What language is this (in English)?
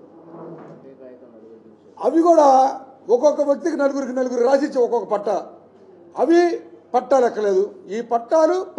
Telugu